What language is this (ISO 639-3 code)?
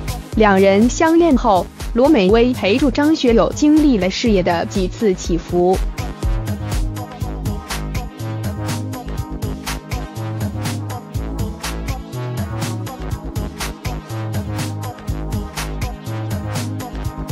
zho